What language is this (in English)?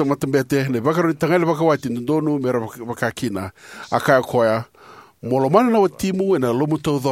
Fijian